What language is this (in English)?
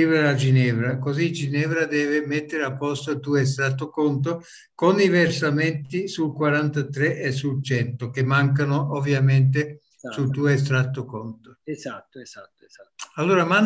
Italian